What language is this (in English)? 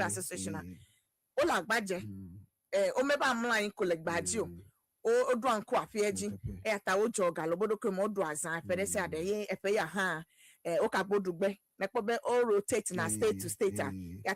Ewe